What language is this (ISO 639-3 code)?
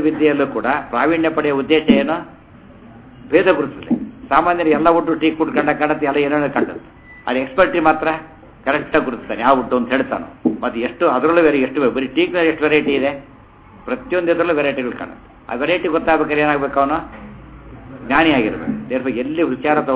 kan